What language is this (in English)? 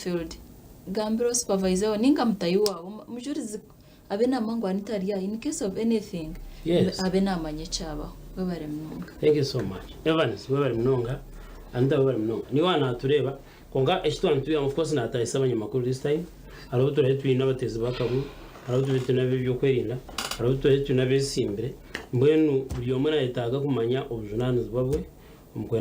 Nyankole